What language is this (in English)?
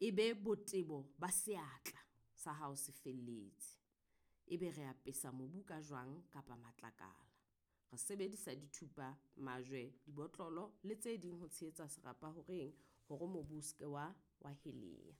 Southern Sotho